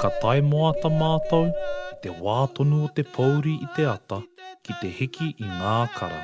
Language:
Māori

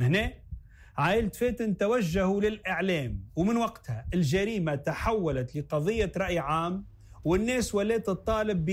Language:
Tunisian Arabic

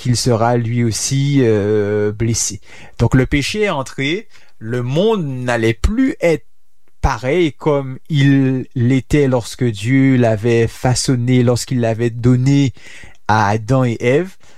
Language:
French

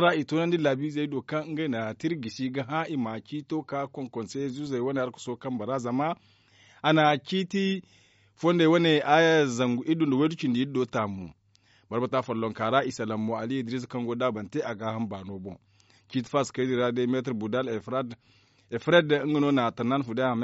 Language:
Zarma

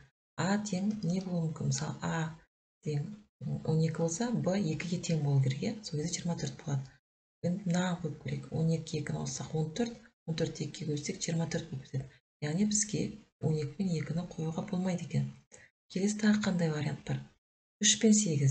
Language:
Kazakh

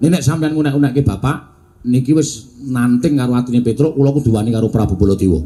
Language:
Javanese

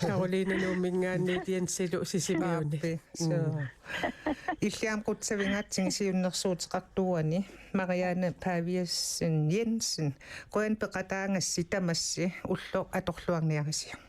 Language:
Kalaallisut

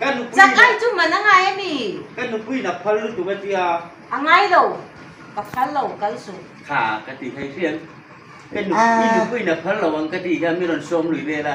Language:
Hmar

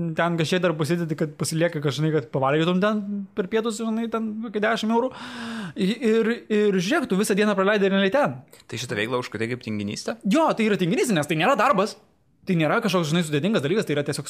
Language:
Lithuanian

